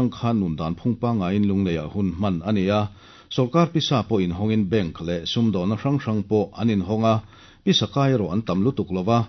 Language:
Mizo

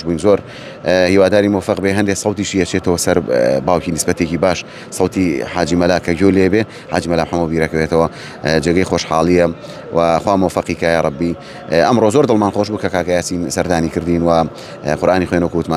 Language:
Central Kurdish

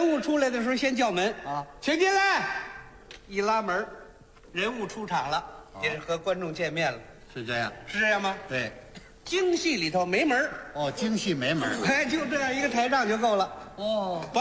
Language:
Chinese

